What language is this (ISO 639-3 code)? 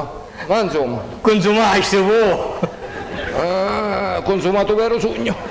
scn